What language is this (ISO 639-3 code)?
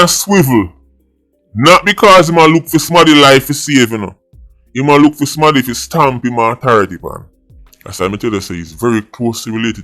jam